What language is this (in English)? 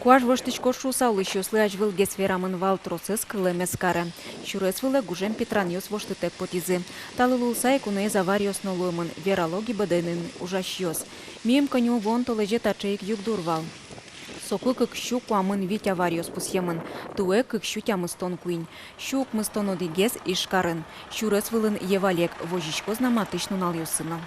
Udmurt